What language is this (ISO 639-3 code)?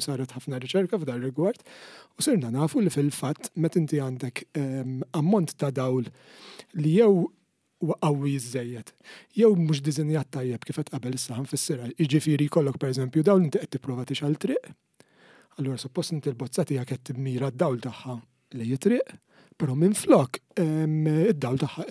mlt